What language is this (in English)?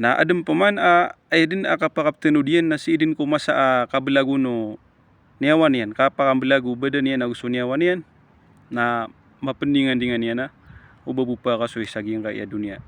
Maranao